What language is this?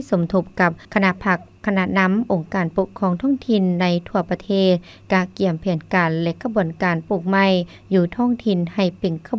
Lao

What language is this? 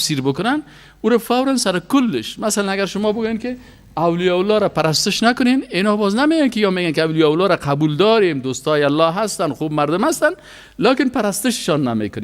Persian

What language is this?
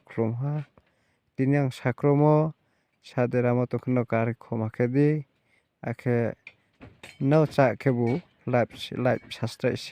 Riang (India)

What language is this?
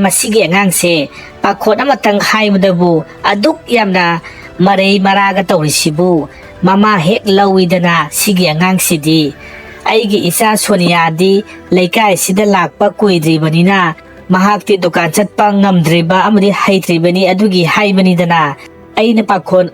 Manipuri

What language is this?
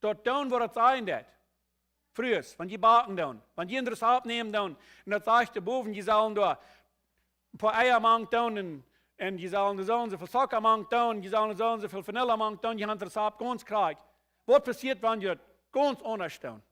Plautdietsch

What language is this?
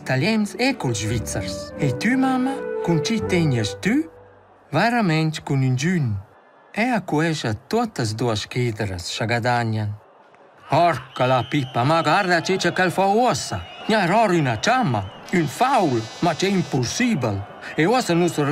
Romansh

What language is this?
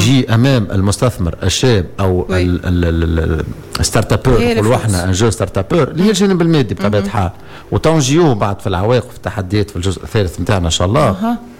Tunisian Arabic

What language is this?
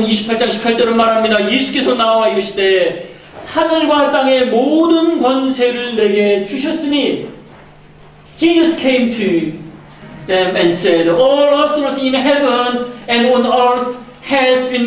Korean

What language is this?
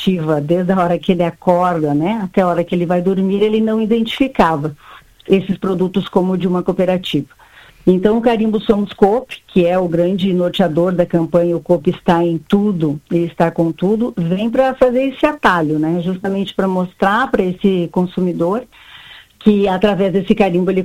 Portuguese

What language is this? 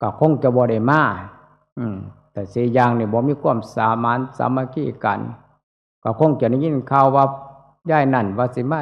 Northeastern Thai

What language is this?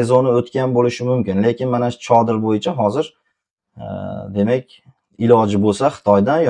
Uzbek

